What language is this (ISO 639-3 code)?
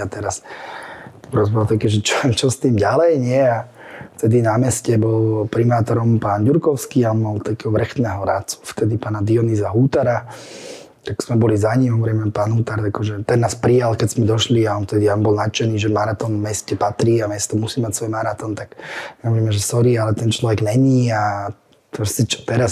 slk